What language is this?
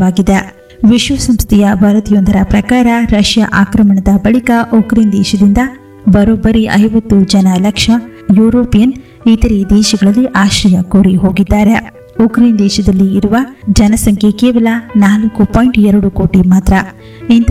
Kannada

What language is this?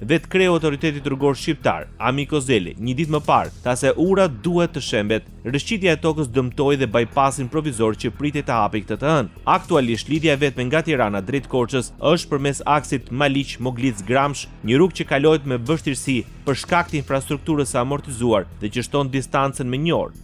Albanian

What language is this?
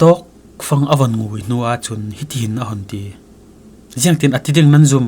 Falam Chin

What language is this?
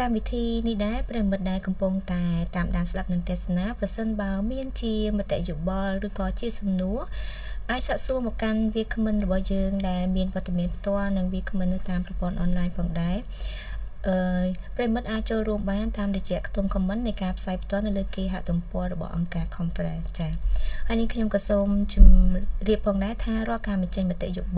Khmer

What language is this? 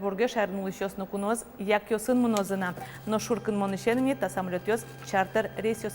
Udmurt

